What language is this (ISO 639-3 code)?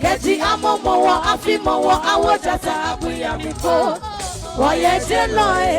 ada